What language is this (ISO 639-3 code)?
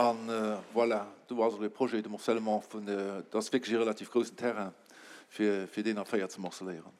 ltz